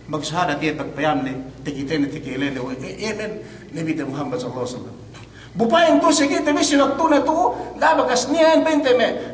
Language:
Yakan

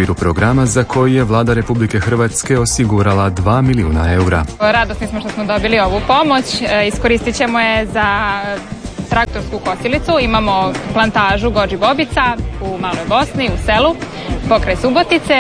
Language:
Croatian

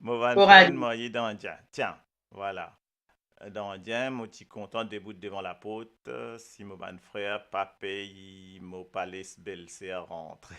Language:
Morisyen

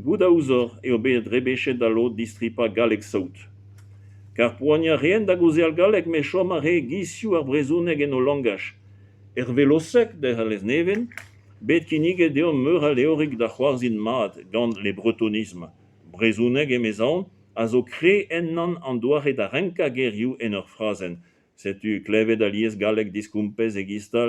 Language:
Breton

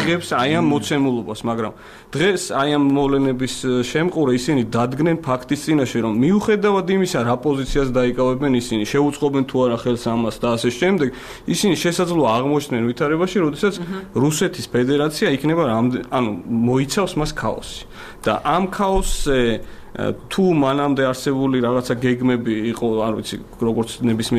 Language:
Georgian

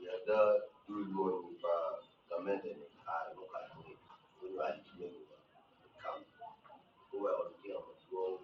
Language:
Acoli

